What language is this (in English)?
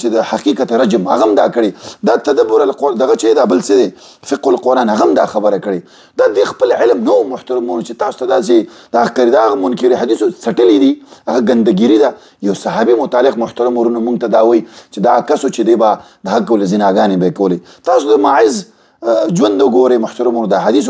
Pashto